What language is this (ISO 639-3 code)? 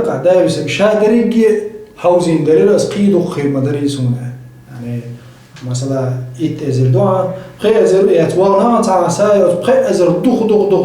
che